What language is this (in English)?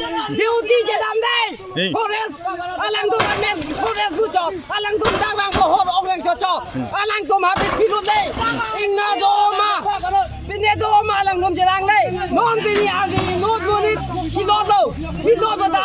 Karbi